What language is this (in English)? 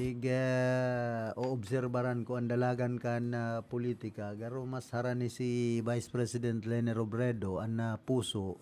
Bikol